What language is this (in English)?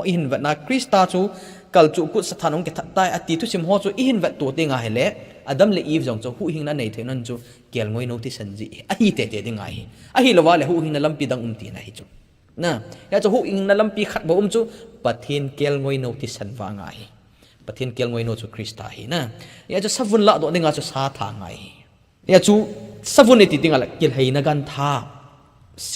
Thado Chin